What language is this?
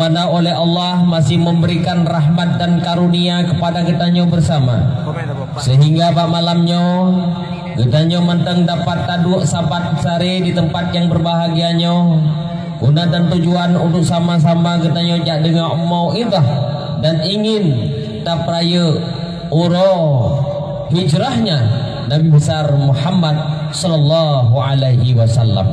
Achinese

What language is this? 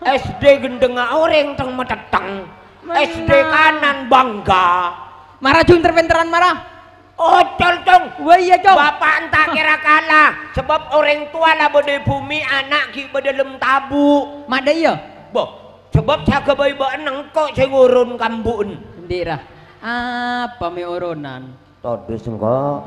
Madurese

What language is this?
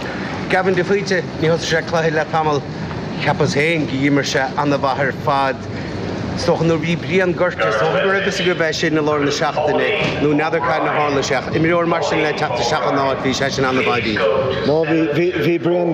Irish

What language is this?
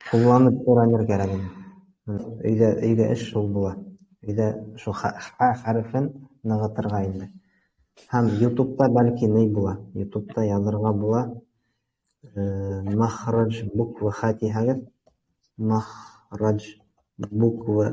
Bashkir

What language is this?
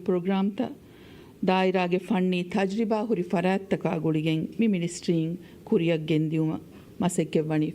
Divehi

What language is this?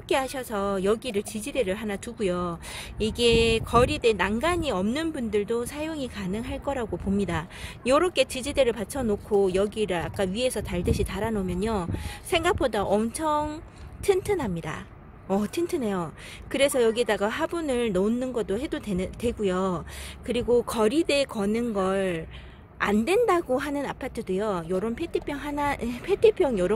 Korean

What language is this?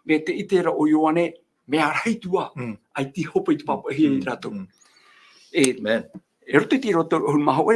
Tahitian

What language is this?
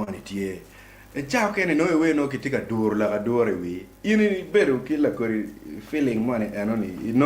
Acoli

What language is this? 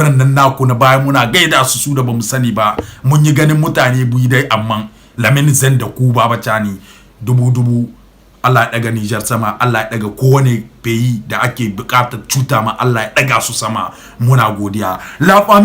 Hausa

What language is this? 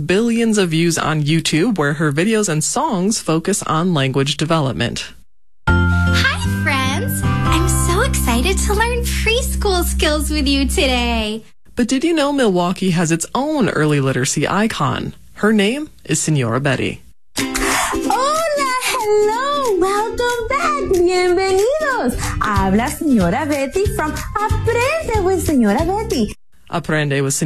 English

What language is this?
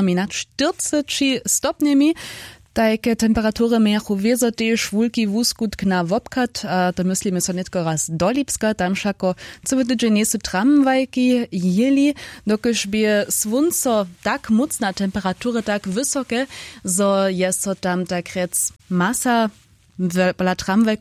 Upper Sorbian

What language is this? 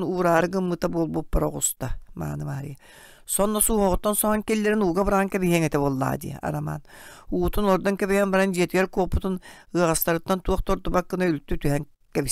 Yakut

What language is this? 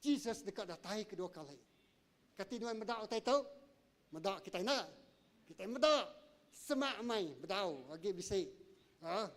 Iban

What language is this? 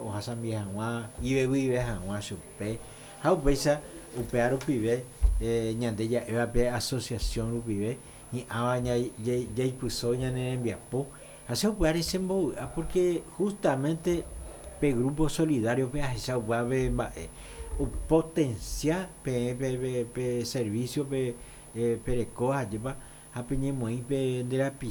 Guarani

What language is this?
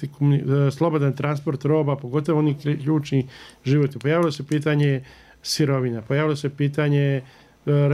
Bosnian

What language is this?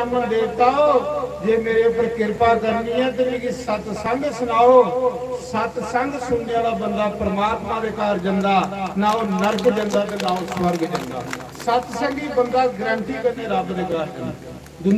Dogri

